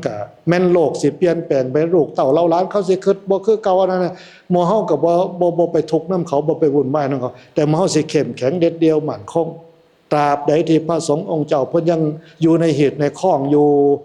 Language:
Northeastern Thai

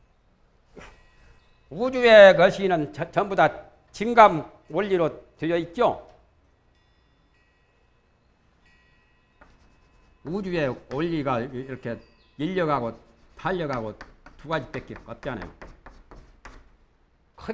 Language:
Korean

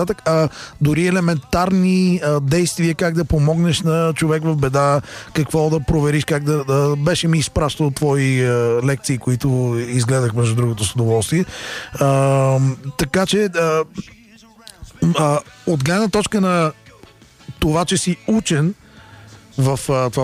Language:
Bulgarian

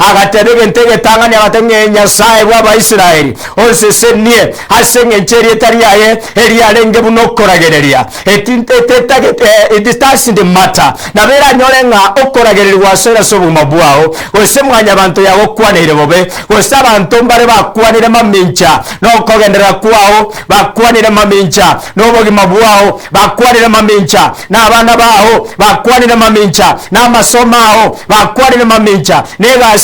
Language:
Gusii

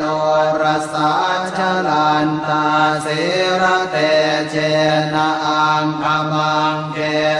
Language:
Pali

